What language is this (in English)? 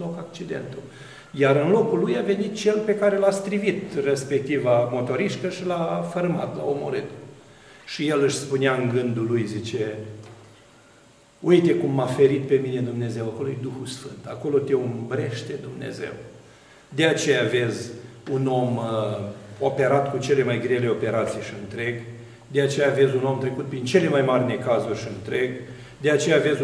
Romanian